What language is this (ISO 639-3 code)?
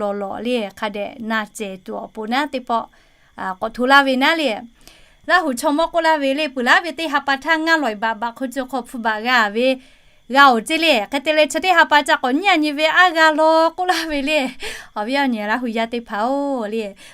lhu